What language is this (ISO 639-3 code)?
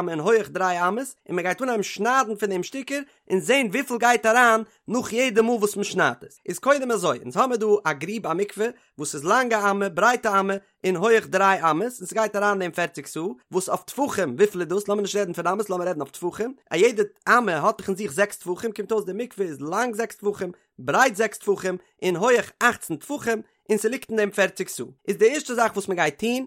yid